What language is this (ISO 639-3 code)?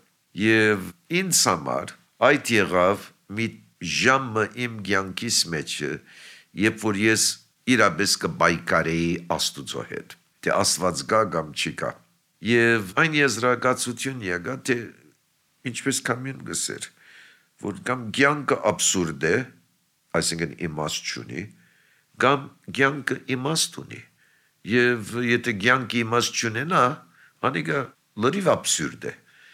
hye